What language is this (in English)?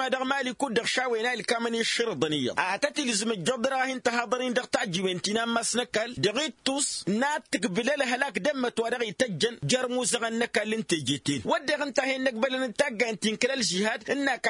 Tamasheq